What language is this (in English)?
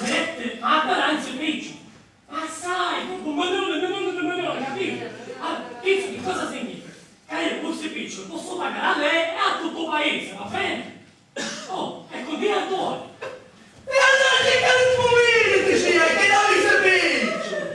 Sicilian